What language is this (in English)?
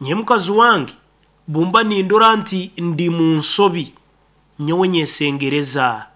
Nyankole